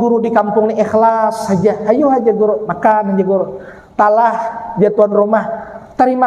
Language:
Banjar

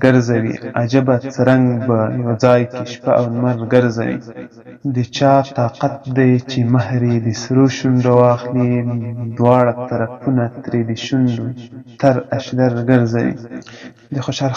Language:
Pashto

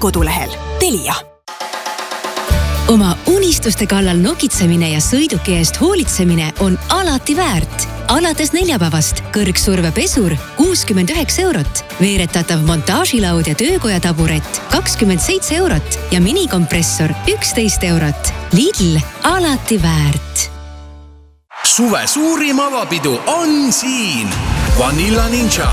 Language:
Estonian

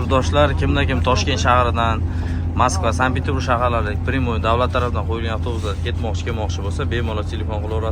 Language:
Uzbek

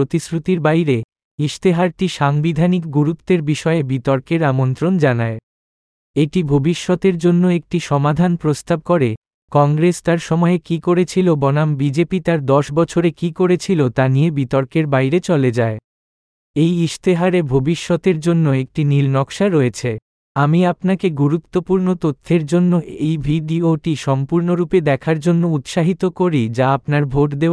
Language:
Bangla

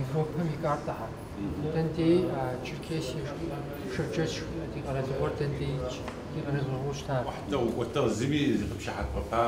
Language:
Kabardian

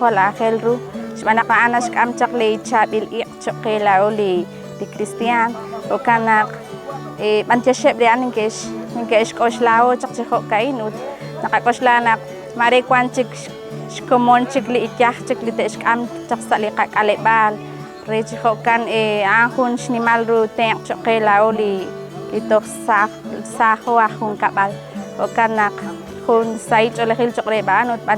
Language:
Kekchí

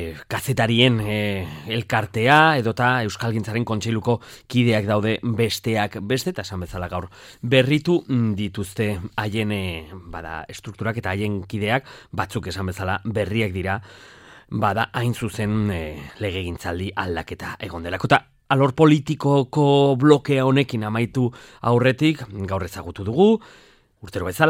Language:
Basque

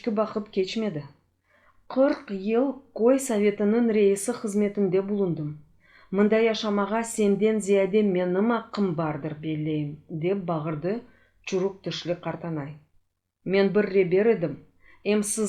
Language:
Crimean Tatar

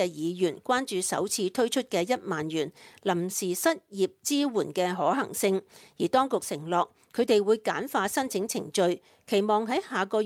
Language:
Cantonese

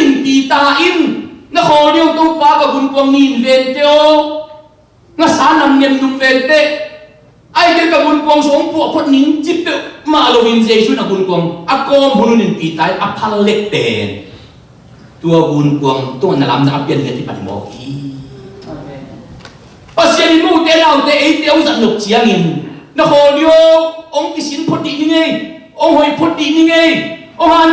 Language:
Tedim Chin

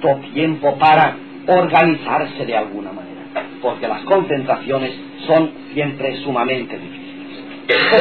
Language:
Spanish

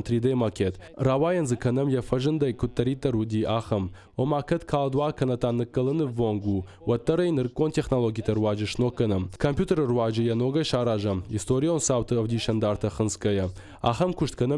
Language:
Ossetic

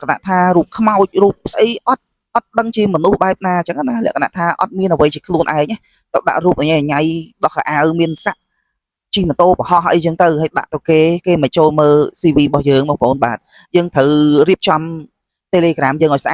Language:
Khmer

